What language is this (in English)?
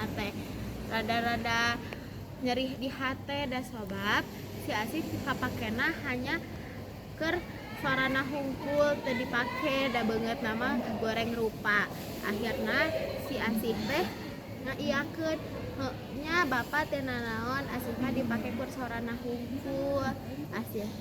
Sundanese